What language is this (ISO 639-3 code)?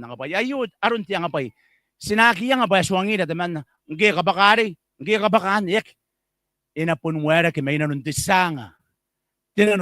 gil